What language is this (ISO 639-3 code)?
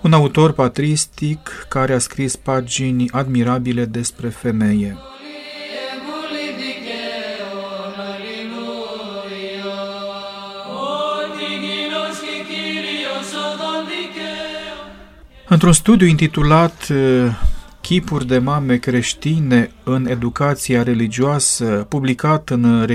ron